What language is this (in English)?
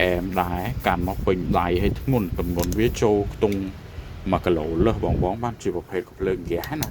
Khmer